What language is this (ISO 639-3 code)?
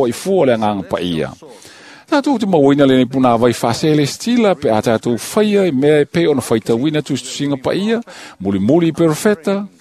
smo